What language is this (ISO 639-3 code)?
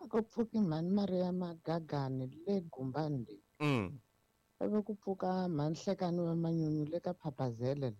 tso